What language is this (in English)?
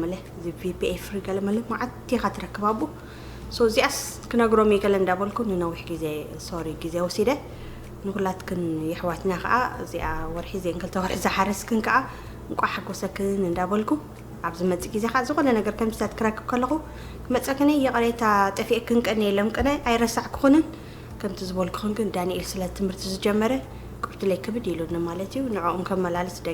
Tigrinya